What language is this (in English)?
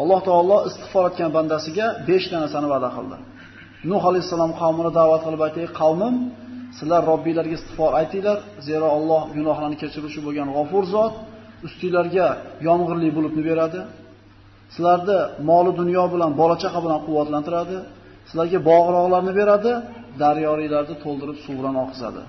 Uzbek